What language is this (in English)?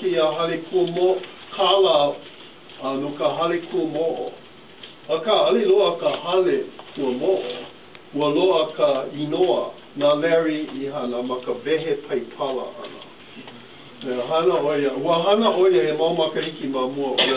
Hawaiian